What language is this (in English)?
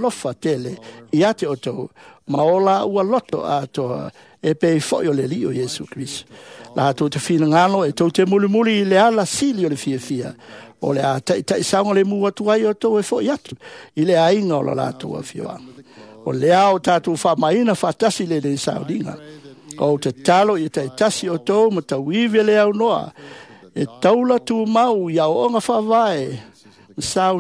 Samoan